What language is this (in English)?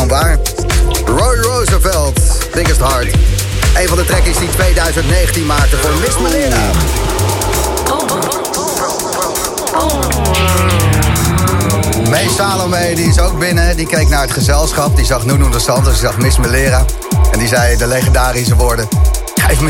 Dutch